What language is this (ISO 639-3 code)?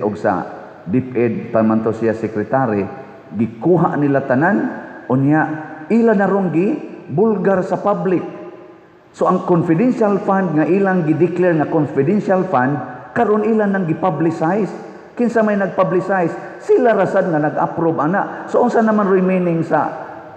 ceb